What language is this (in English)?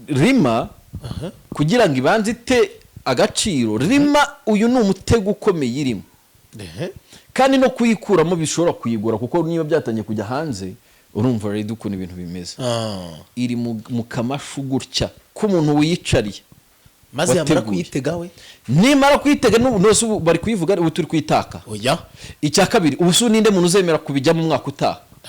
Kinyarwanda